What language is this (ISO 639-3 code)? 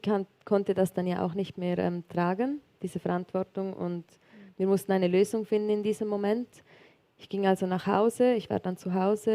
gsw